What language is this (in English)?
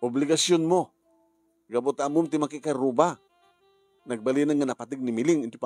Iloko